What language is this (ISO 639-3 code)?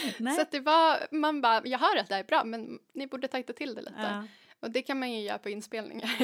swe